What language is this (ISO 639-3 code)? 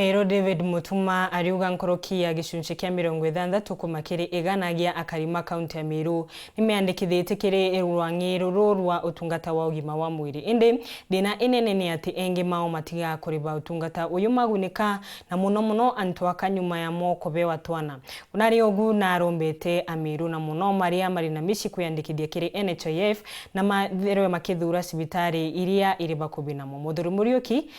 mer